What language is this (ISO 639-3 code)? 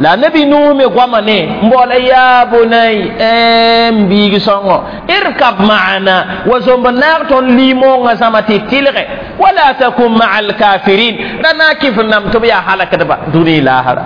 mos